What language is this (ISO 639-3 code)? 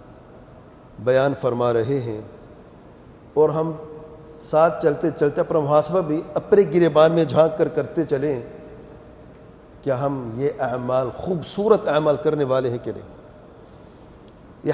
urd